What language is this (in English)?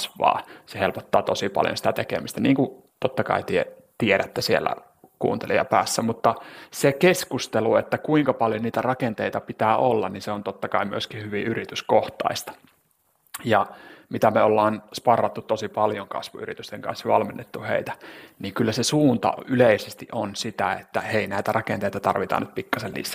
Finnish